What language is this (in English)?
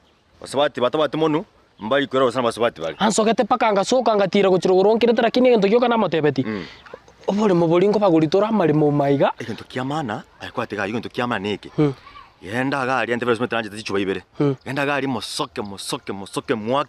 Gusii